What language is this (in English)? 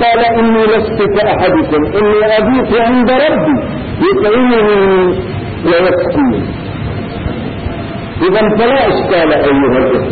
Arabic